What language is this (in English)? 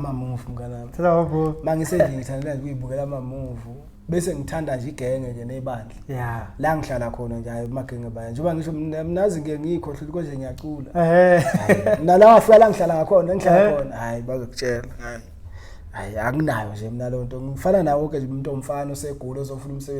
Zulu